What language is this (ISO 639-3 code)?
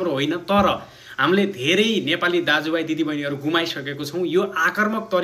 nep